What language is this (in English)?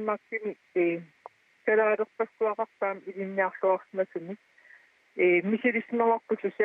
Kalaallisut